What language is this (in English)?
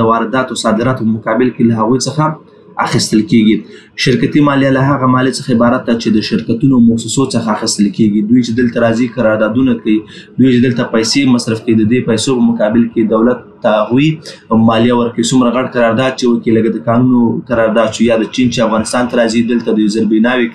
Pashto